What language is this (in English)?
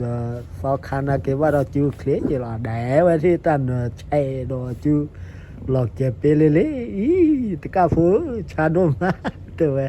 S'gaw Karen